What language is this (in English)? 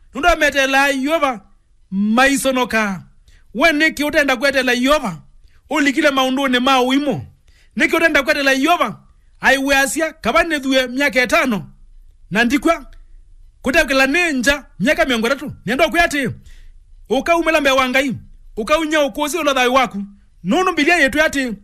Kamba